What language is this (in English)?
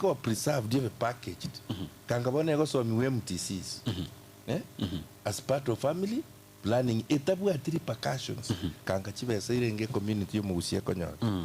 Gusii